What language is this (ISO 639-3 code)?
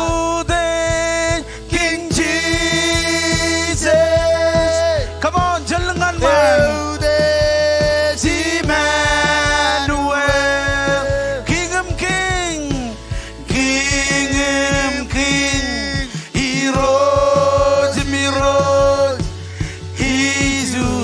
mah